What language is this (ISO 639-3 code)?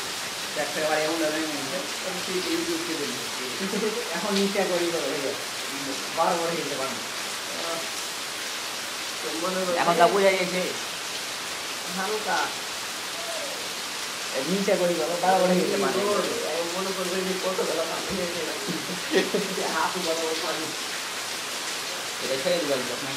ben